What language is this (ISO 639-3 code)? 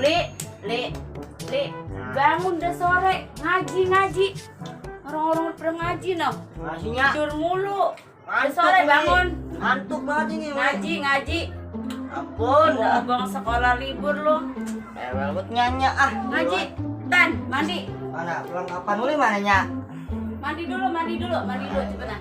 bew